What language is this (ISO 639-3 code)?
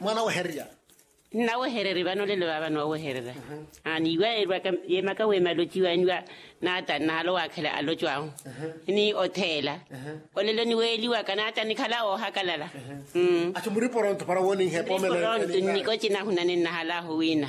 vmw